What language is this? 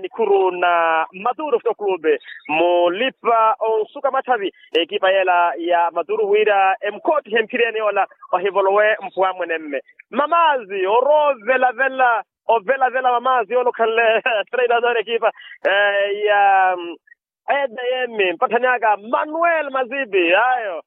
Makhuwa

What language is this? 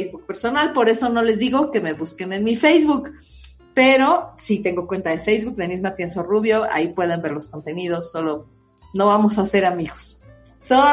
Spanish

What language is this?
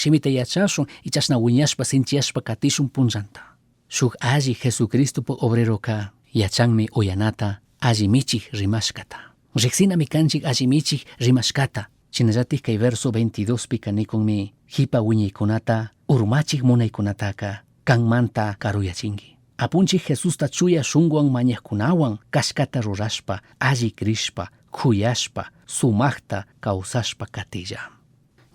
Chimborazo Highland Quichua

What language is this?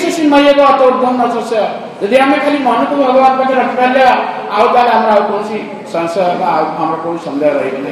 Odia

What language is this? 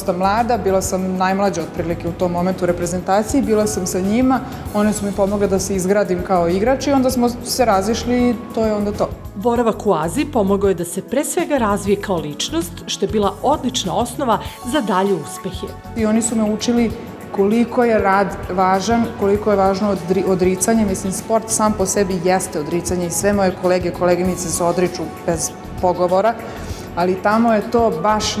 Serbian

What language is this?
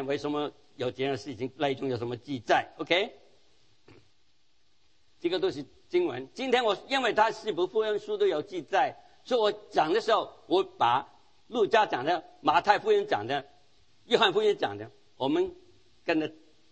Chinese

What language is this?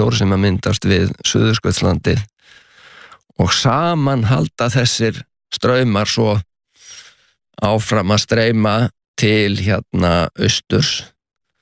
Icelandic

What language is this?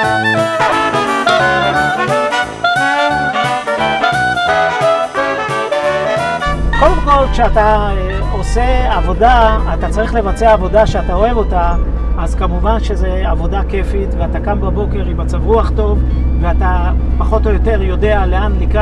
Hebrew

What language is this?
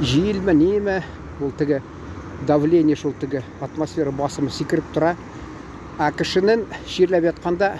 Tatar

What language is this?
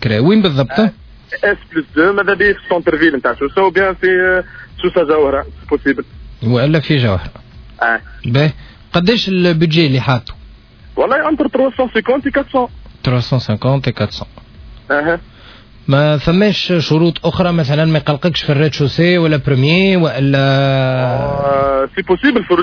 Tunisian Arabic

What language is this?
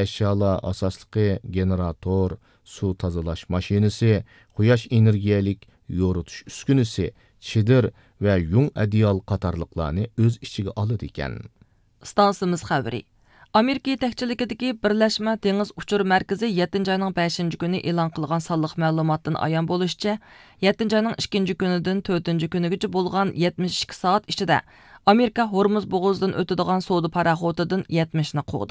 Uyghur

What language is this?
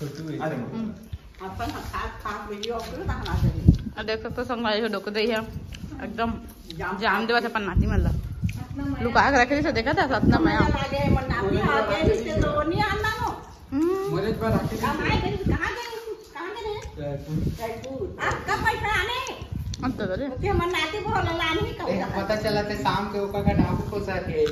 Chhattisgarhi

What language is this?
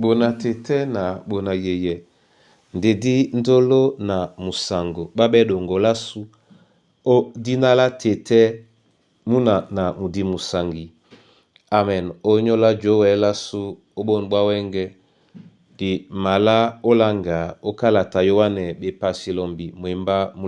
Duala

